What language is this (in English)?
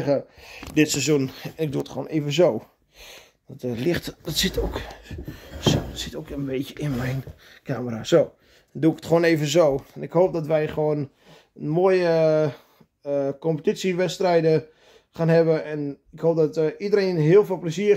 Dutch